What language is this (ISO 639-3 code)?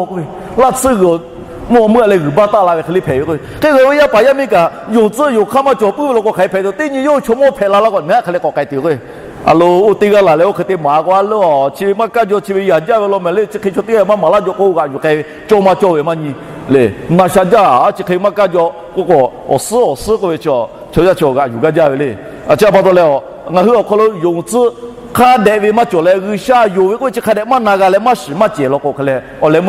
lhu